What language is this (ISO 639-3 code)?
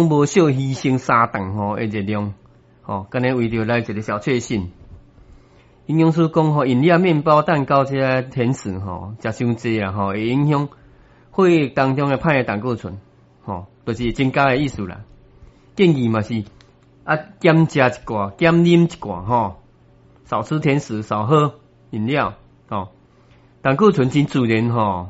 nan